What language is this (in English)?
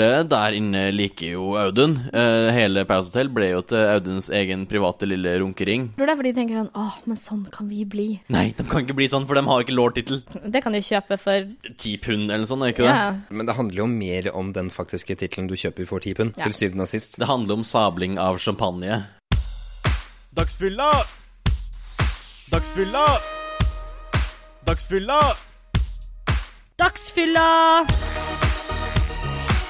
Norwegian